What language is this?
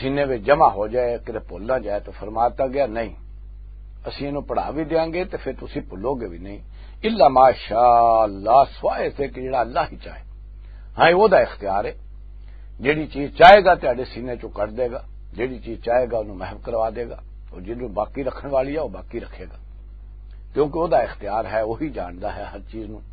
Western Panjabi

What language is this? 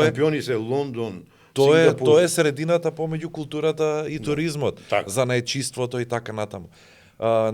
Macedonian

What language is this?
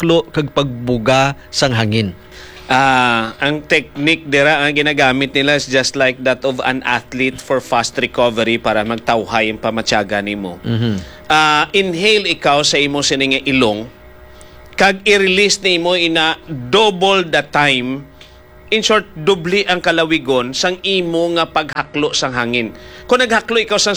Hiligaynon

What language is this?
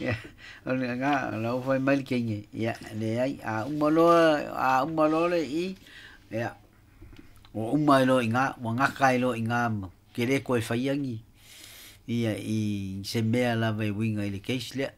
Samoan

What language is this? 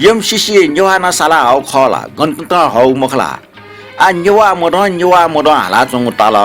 Newari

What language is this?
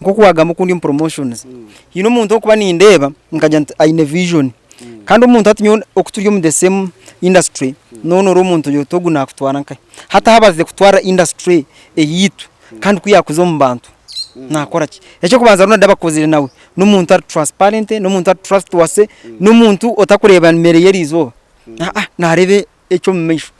Nyankole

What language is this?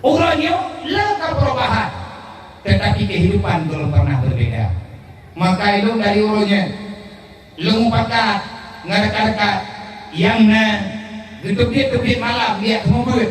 Achinese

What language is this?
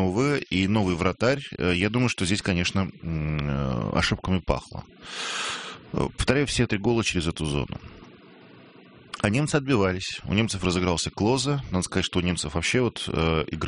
Russian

